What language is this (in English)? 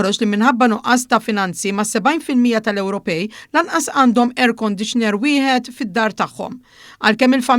Maltese